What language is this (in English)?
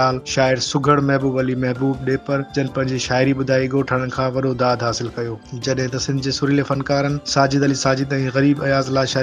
Sindhi